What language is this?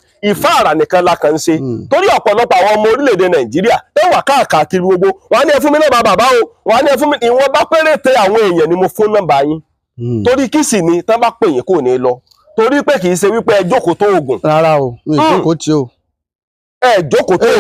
Yoruba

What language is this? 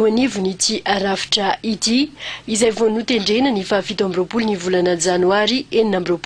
Malagasy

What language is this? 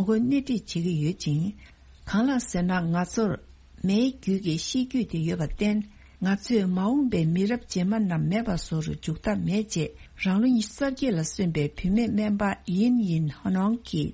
Tibetan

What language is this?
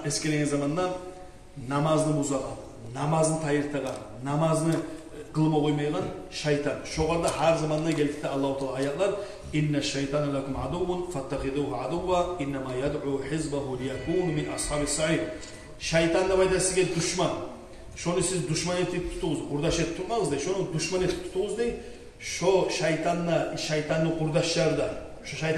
Kumyk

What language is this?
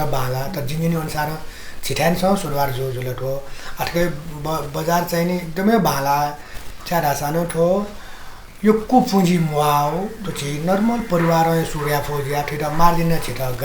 Newari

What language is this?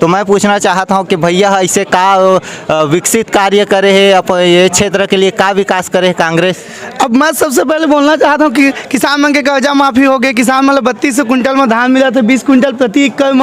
Chhattisgarhi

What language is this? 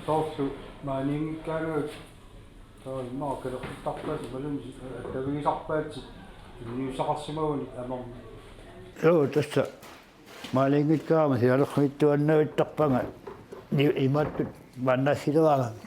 Kalaallisut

